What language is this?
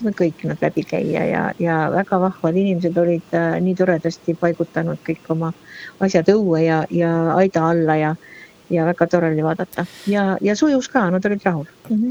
Estonian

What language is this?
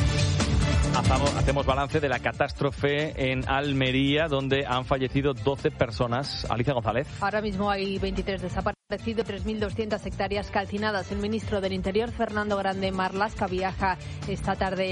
Spanish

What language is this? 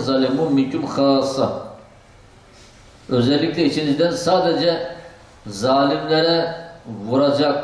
Turkish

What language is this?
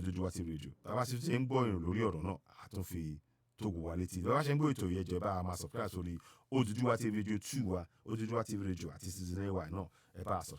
Yoruba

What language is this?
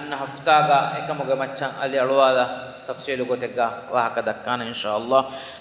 Divehi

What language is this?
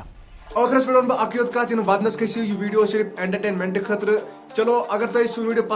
Kashmiri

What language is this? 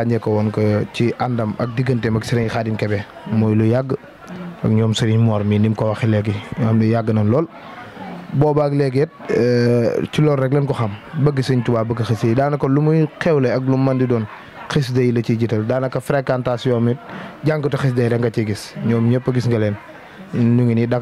Wolof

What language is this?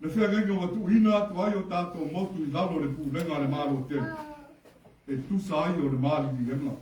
Samoan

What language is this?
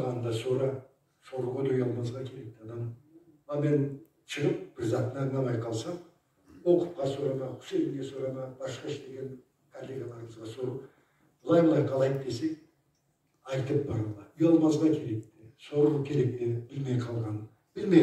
Karachay-Balkar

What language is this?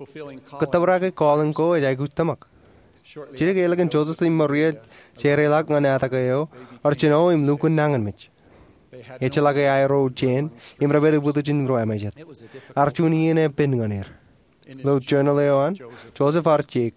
Marshallese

